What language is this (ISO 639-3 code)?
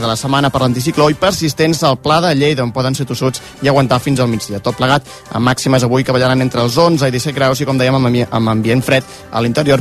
cat